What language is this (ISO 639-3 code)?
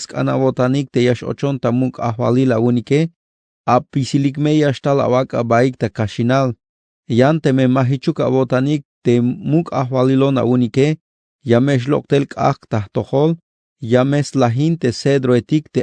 tzh